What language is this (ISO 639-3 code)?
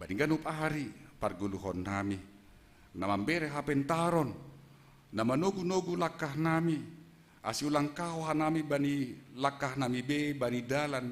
bts